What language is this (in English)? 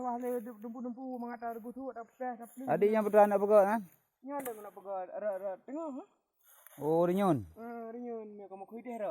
Achinese